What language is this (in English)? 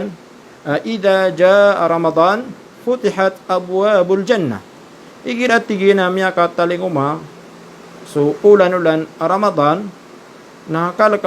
Maranao